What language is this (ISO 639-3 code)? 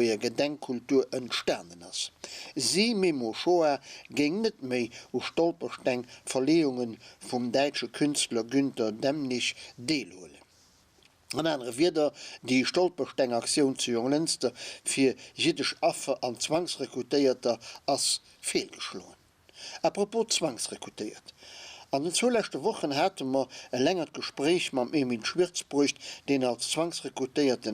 ltz